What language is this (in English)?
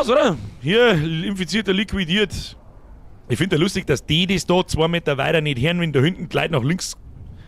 Bavarian